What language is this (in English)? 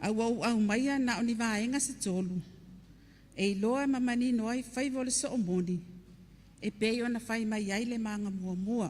Samoan